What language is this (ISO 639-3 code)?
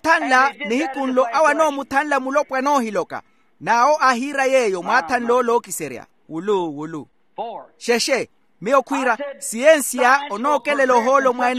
vmw